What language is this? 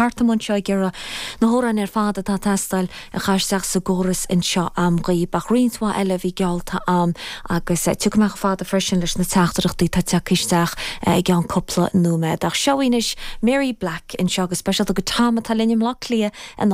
Irish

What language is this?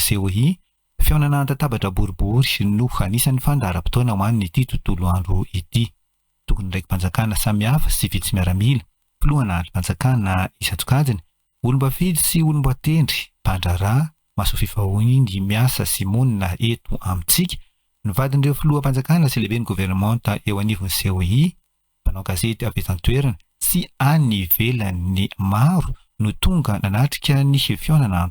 Malagasy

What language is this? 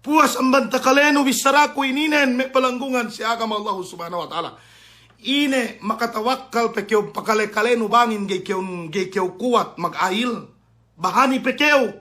Yakan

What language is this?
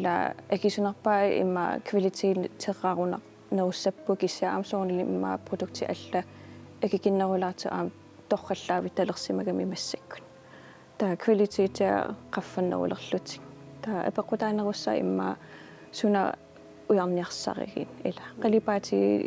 Kalaallisut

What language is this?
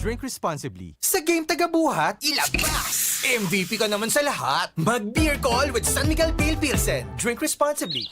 Bikol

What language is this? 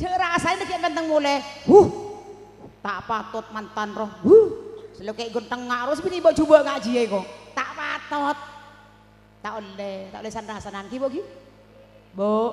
Madurese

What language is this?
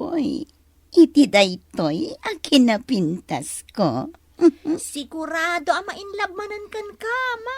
Iloko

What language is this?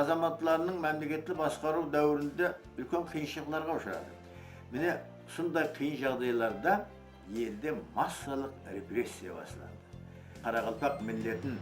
Kara-Kalpak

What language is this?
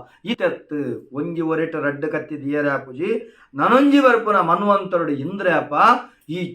Tulu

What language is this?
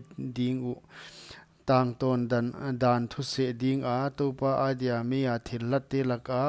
Paite Chin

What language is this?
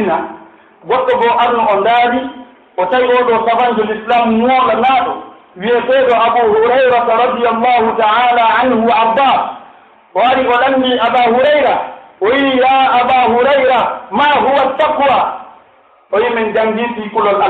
Pular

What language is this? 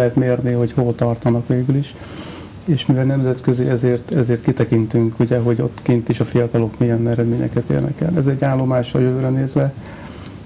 Hungarian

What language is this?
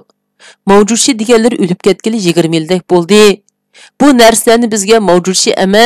Uyghur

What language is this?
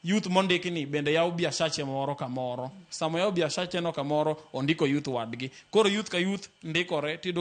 Luo (Kenya and Tanzania)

